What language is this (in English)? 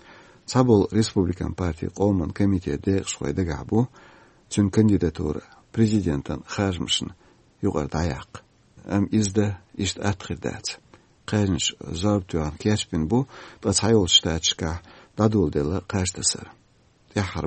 Chechen